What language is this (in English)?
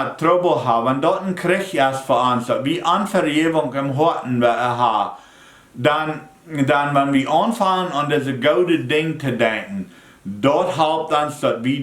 Plautdietsch